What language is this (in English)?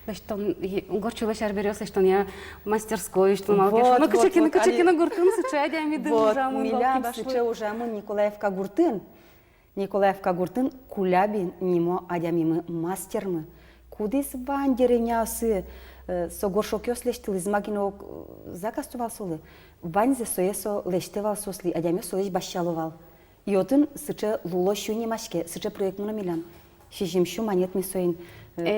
Udmurt